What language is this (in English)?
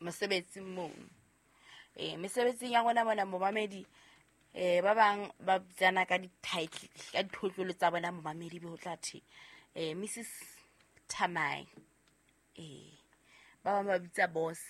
Southern Sotho